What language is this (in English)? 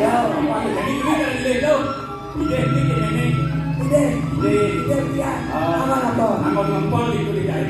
Balinese